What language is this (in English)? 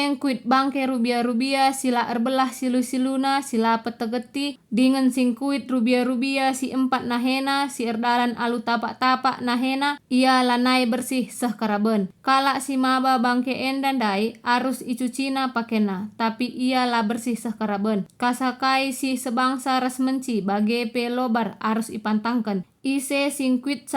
Batak Karo